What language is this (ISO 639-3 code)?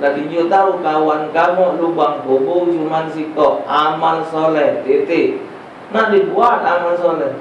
mui